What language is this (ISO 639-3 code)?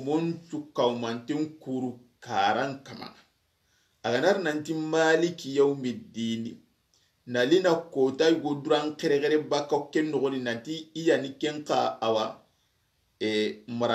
snk